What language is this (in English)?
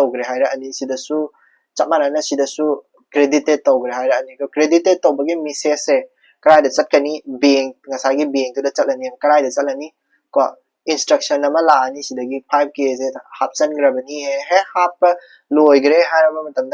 Manipuri